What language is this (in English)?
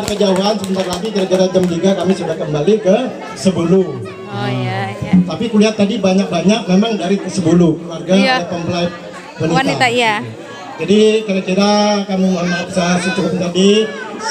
Banjar